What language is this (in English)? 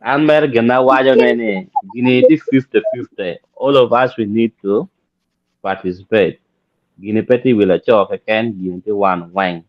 Acoli